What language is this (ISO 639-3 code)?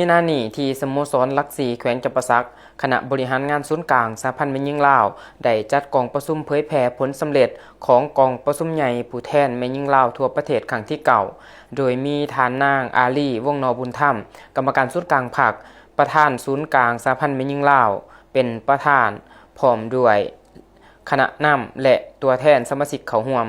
lao